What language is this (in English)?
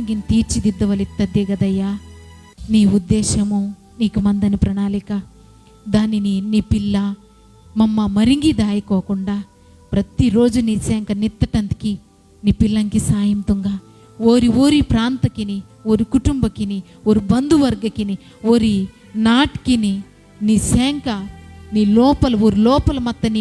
Koya